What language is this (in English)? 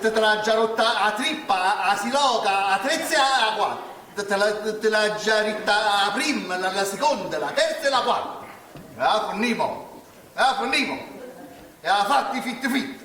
Neapolitan